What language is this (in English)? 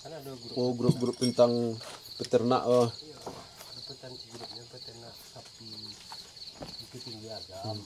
Minangkabau